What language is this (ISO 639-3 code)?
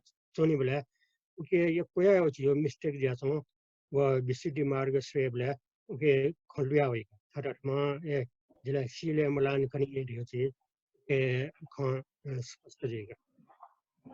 new